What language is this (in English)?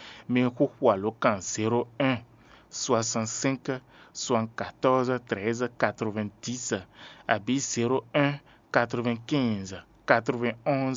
Fon